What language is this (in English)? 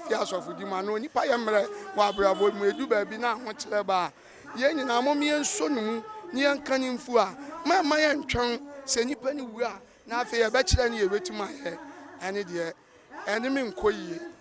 Akan